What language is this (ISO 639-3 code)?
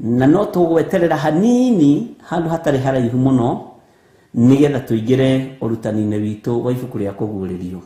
kik